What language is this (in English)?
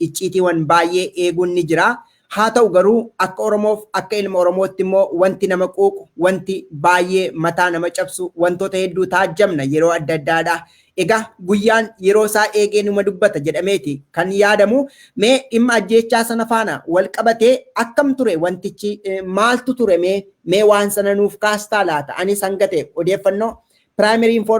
Oromo